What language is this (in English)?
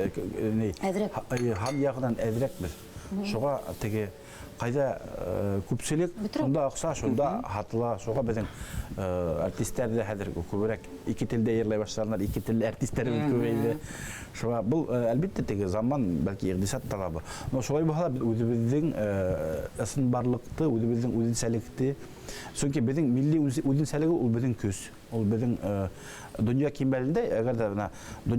Bashkir